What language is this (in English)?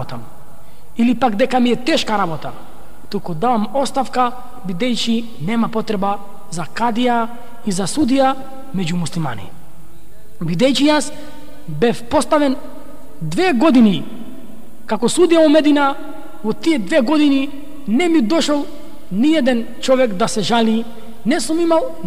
Macedonian